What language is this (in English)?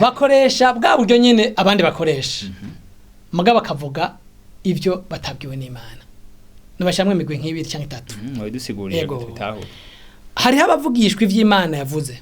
Rundi